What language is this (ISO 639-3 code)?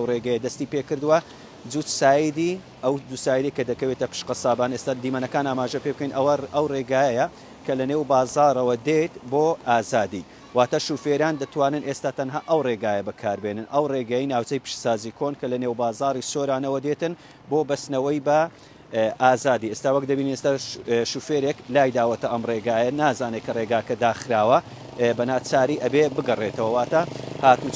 ckb